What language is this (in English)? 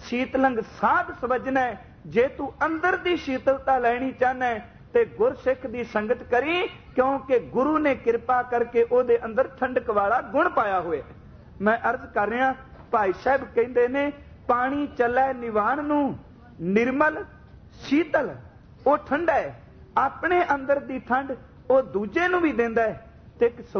Punjabi